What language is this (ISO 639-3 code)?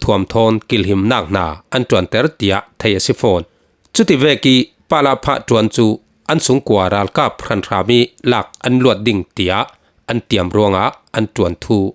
cfm